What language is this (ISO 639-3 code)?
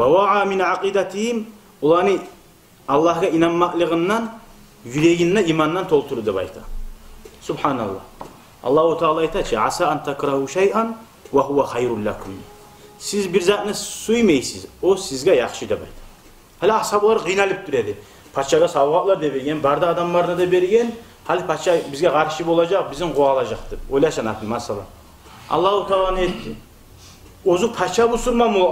kum